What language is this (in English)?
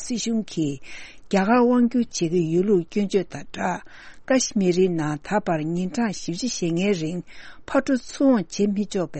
Tibetan